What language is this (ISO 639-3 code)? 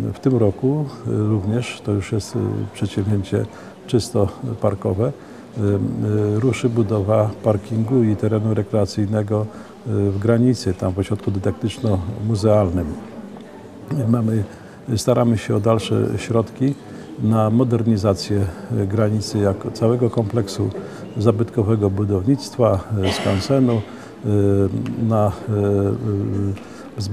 pol